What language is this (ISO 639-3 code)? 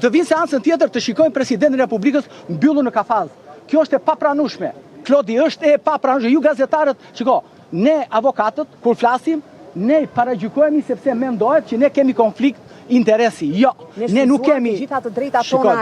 sqi